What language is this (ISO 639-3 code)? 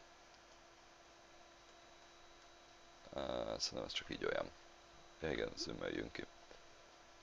hun